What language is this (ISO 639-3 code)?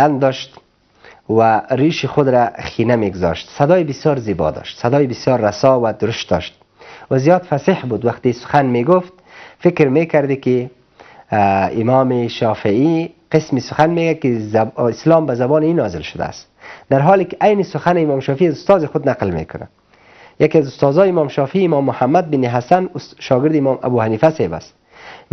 fas